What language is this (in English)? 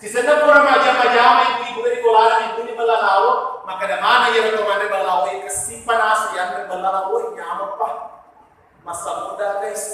Buginese